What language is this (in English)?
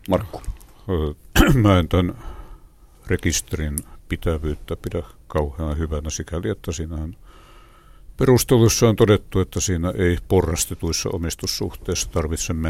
Finnish